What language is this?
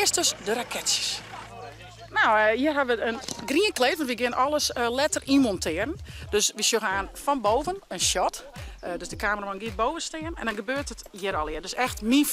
Western Frisian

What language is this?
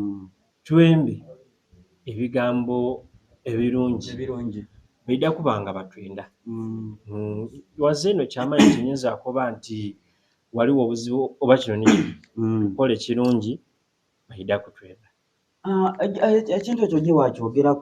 Soga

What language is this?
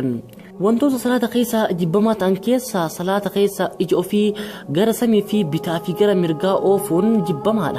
Oromo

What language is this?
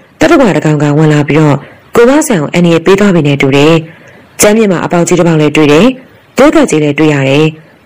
Burmese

